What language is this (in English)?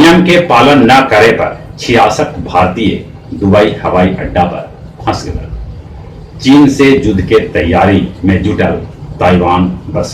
Magahi